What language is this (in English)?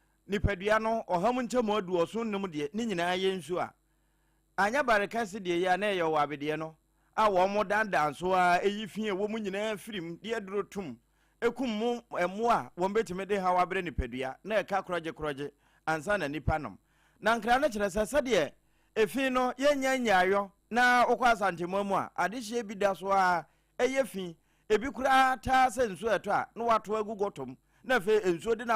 Akan